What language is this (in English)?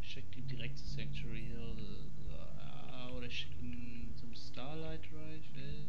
Swiss German